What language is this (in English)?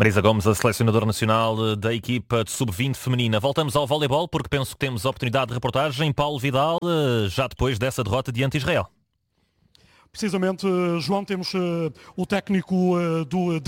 Portuguese